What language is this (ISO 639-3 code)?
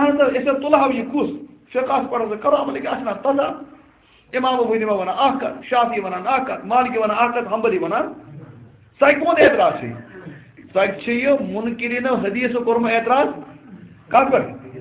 kas